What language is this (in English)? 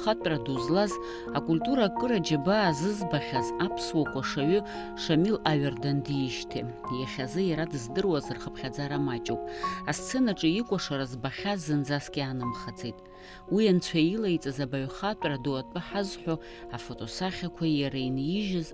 Abkhazian